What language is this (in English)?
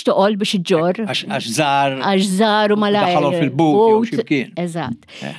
Maltese